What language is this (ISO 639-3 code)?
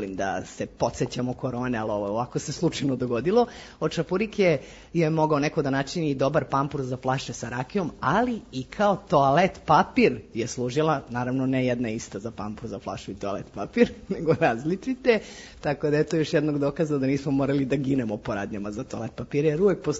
srp